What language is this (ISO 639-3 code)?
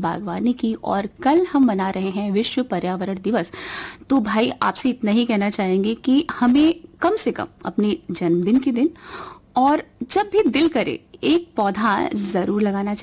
hin